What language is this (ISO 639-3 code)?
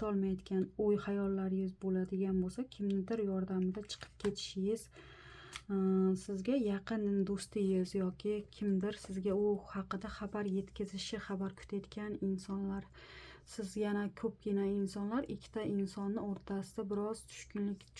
uzb